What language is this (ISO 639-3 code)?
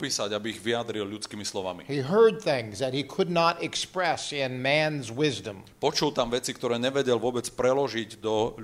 slk